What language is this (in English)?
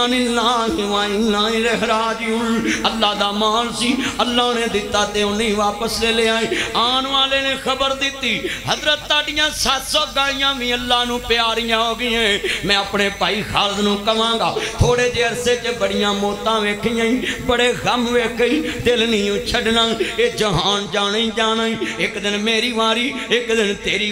Western Panjabi